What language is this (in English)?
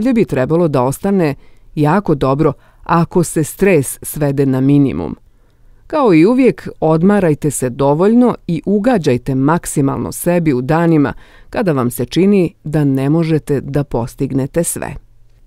Bosnian